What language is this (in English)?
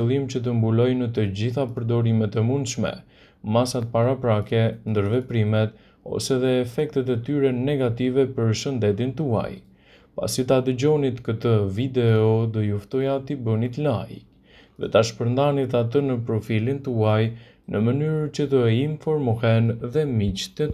Albanian